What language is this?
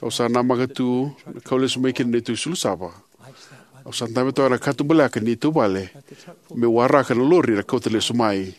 Fijian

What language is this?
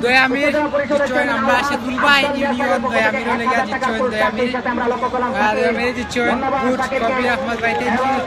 Sylheti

